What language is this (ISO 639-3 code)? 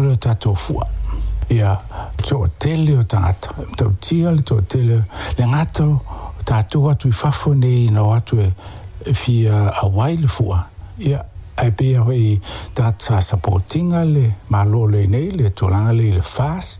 smo